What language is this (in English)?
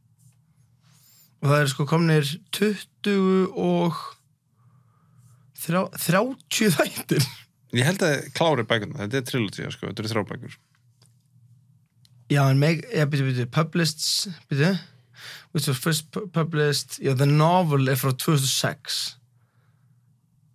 Icelandic